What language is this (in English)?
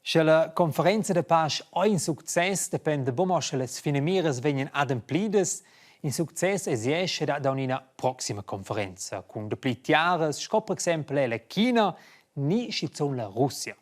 Romansh